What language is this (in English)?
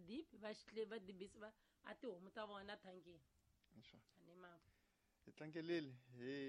Tsonga